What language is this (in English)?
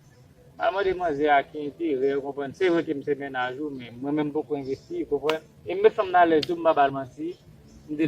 Haitian Creole